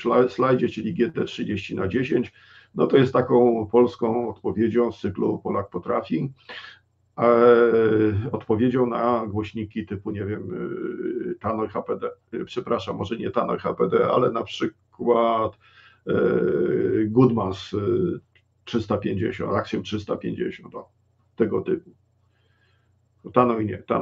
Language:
Polish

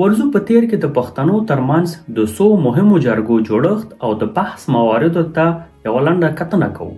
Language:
Pashto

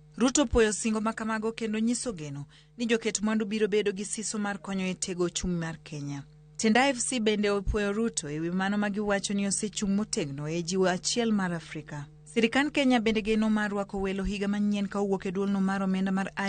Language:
Luo (Kenya and Tanzania)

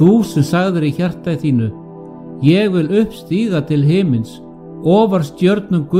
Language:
Icelandic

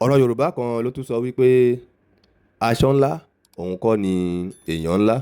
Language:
Yoruba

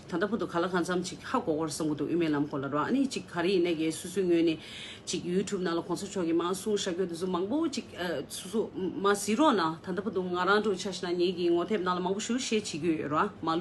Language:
Tibetan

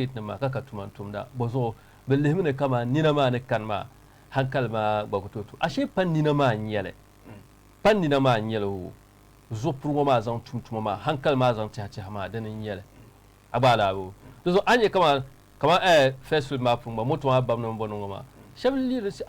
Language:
Dagbani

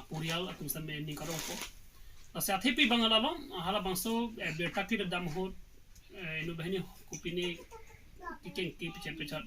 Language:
Karbi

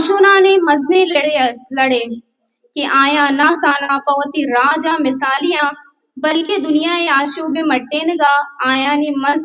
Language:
Baluchi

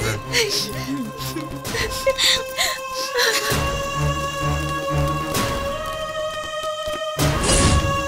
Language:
Tamil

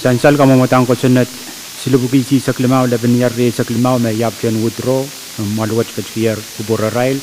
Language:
Pohnpeian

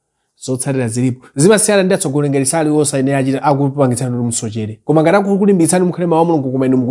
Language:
Nyanja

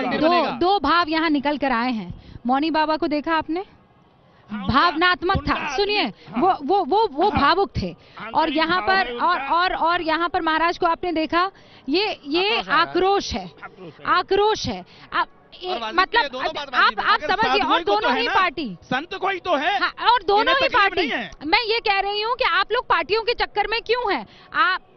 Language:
Hindi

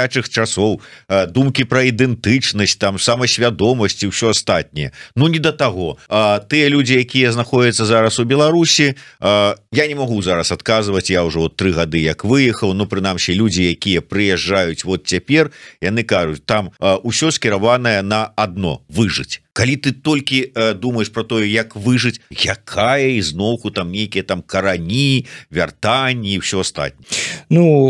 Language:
Belarusian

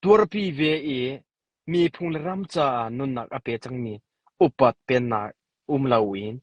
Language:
Hakha Chin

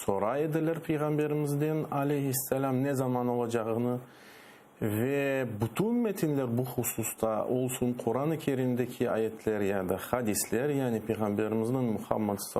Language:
Crimean Tatar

